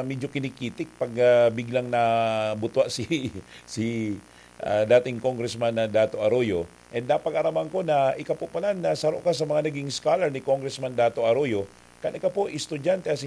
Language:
Bikol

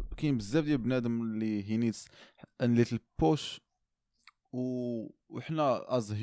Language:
Moroccan Arabic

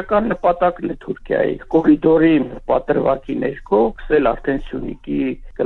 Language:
Armenian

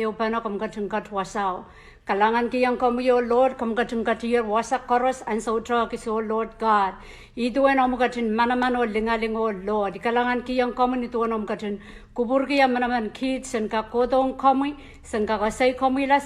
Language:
Pohnpeian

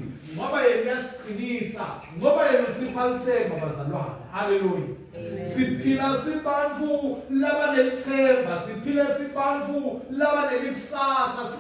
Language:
Swati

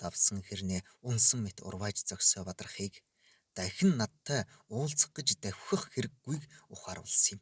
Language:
Mongolian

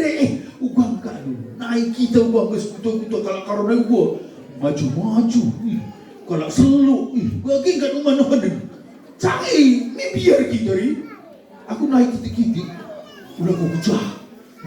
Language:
Batak Karo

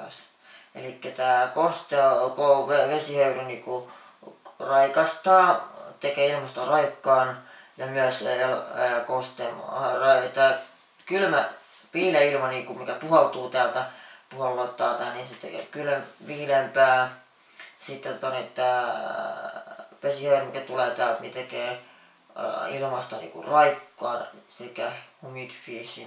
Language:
Finnish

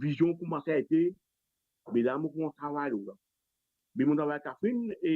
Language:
Morisyen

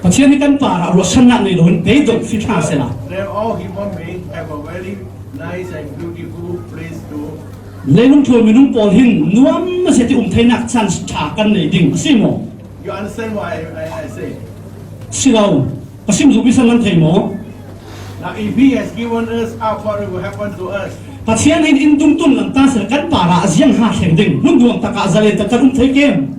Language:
Falam Chin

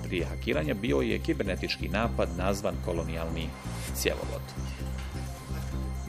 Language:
Bosnian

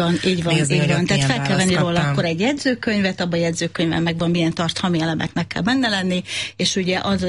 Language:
Hungarian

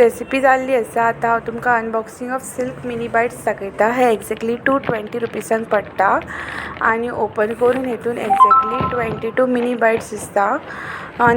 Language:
Konkani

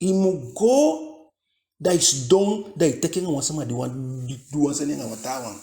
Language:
Eastern Maroon Creole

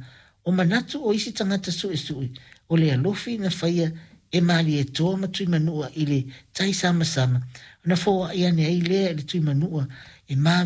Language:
Samoan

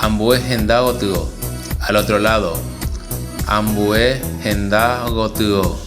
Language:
Guarani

